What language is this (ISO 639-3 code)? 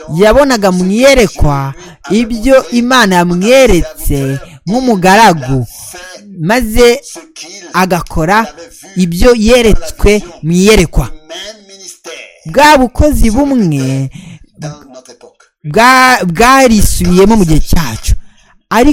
kin